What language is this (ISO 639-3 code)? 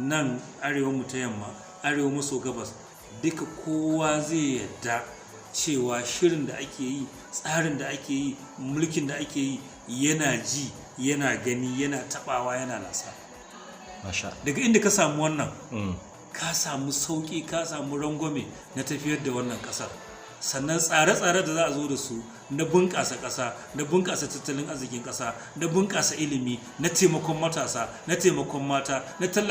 hau